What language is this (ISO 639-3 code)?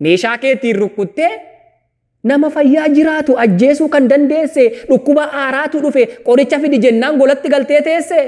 orm